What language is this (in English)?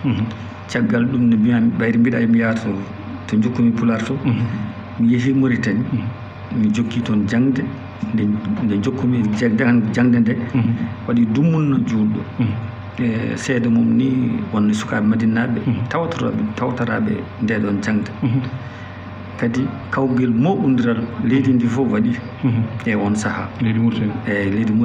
Fula